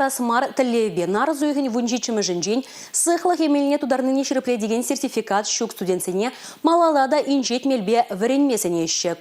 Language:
Chuvash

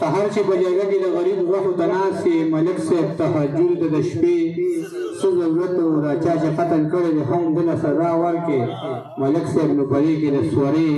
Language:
Pashto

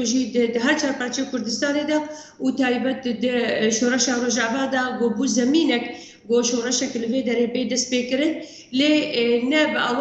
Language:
Kurdish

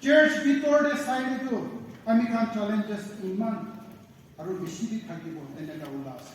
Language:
Naga Pidgin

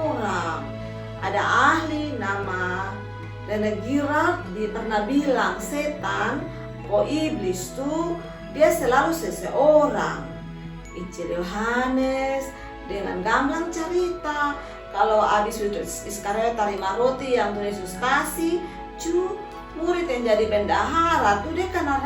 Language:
Kupang Malay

